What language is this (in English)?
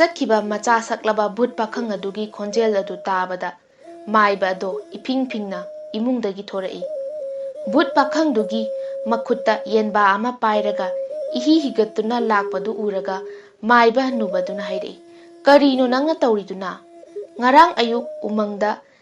Manipuri